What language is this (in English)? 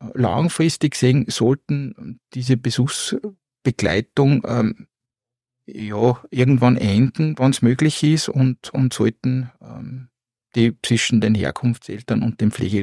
German